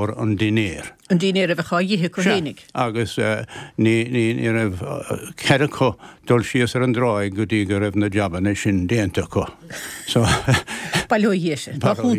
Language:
Irish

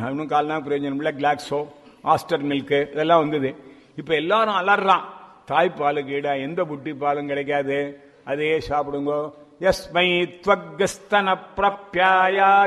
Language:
Tamil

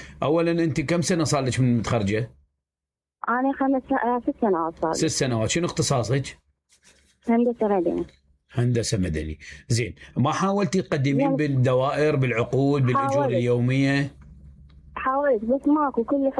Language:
Mesopotamian Arabic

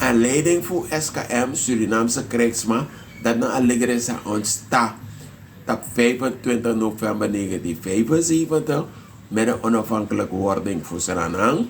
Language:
Sranan Tongo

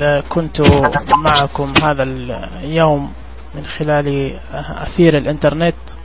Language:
Najdi Arabic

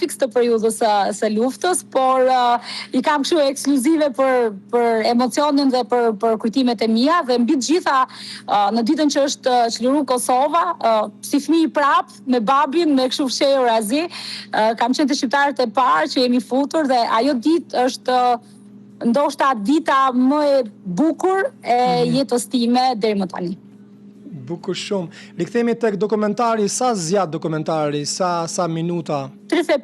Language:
Albanian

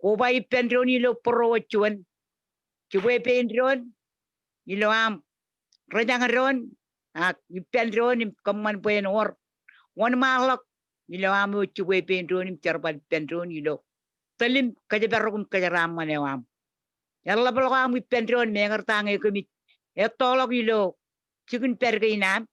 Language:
Marshallese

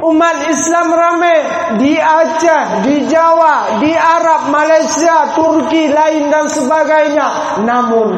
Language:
Achinese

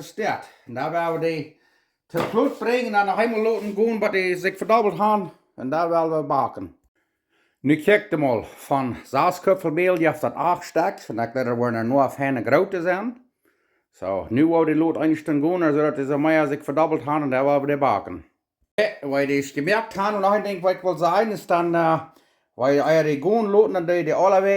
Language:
Plautdietsch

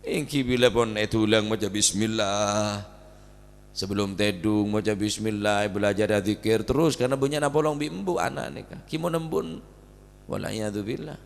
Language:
Madurese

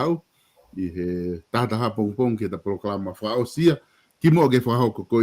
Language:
Tongan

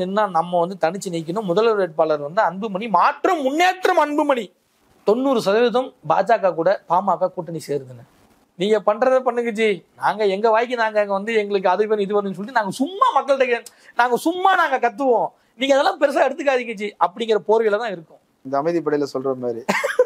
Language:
Tamil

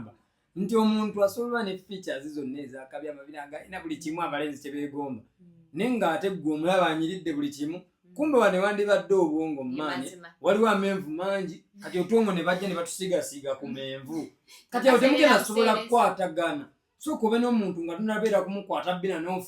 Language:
Ganda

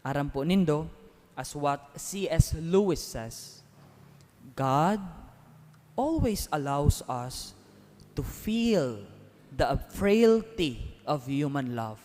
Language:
Bikol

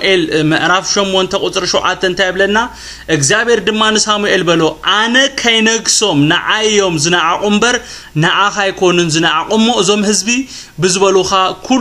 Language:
Tigrinya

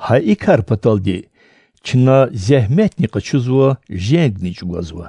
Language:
Lezghian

